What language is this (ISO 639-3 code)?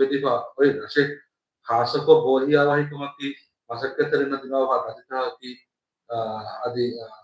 div